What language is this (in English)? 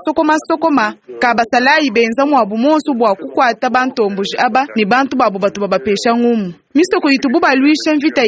Luba-Lulua